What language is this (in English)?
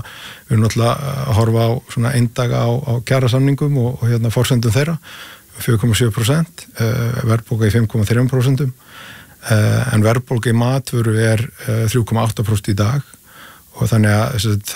Icelandic